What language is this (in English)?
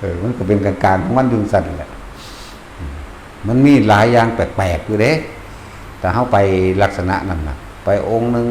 Northeastern Thai